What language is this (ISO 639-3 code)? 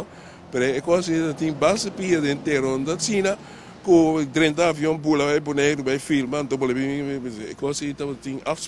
pap